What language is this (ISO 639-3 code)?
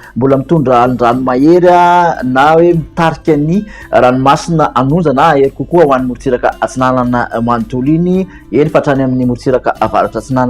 mlg